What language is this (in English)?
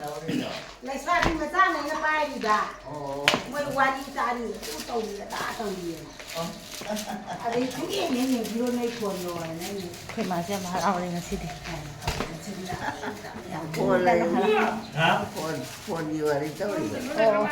Manipuri